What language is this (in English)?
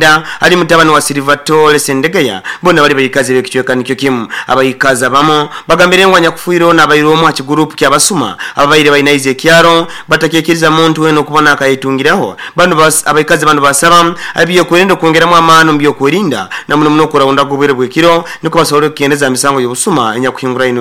Nyoro